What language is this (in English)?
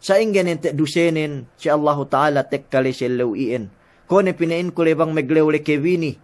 Yakan